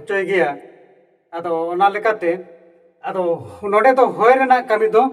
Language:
Santali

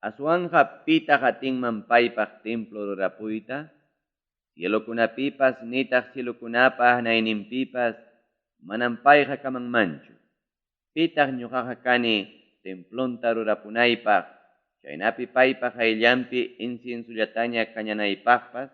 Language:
Ayacucho Quechua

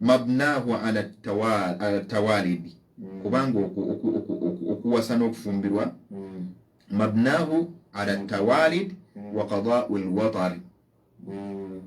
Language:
Ganda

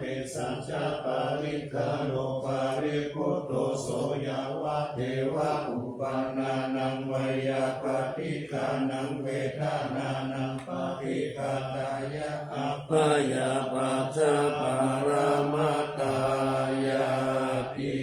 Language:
Pali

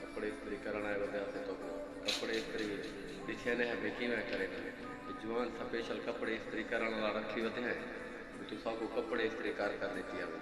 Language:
Saraiki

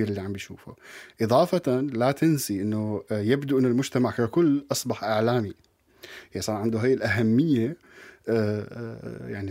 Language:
North Levantine Arabic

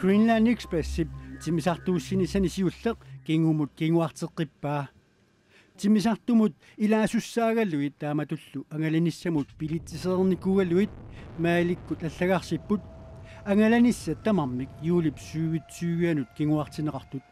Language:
Kalaallisut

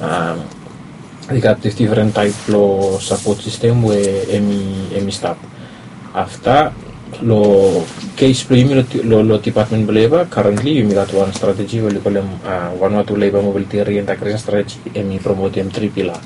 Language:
Bislama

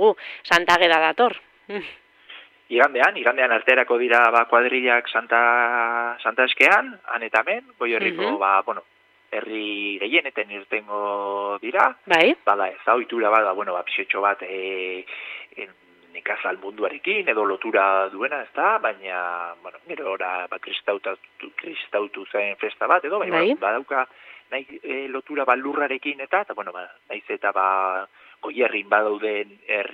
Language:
Basque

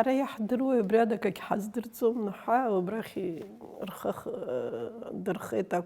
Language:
Abkhazian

